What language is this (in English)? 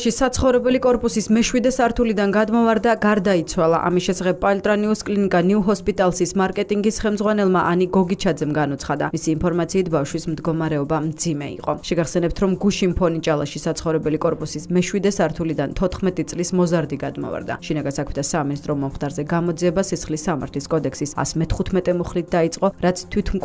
Georgian